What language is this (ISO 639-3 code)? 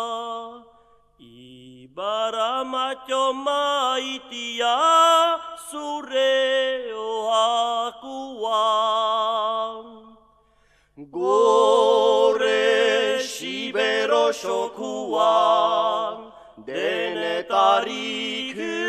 eus